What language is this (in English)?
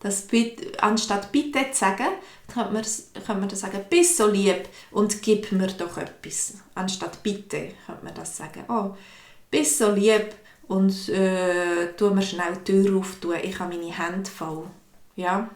Swiss German